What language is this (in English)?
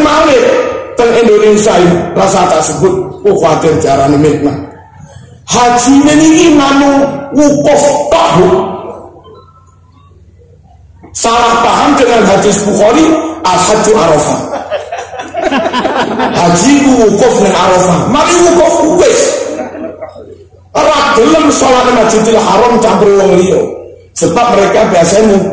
Javanese